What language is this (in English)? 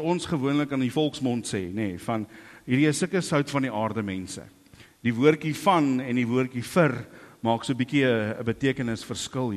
Afrikaans